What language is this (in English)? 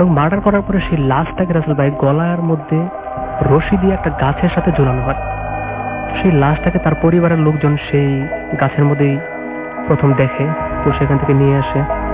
Bangla